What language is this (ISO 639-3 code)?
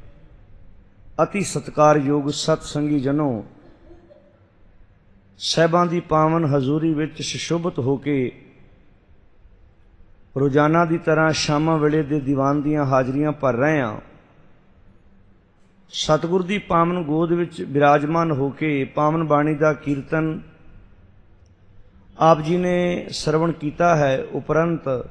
pan